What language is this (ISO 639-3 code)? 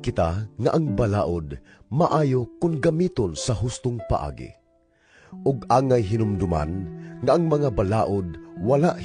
ceb